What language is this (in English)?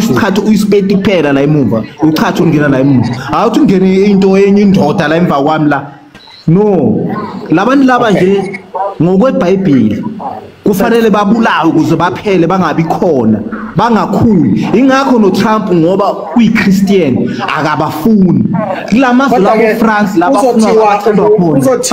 Zulu